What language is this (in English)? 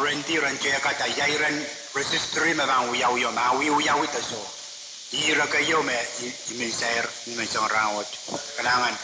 Pohnpeian